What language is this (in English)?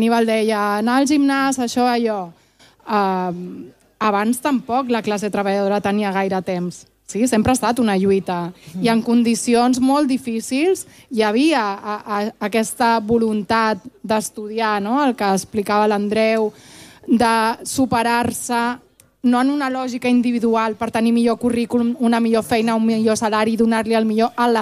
Catalan